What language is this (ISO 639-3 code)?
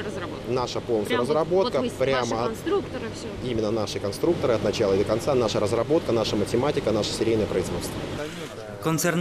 udm